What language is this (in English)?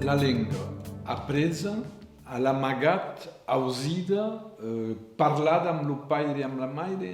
Occitan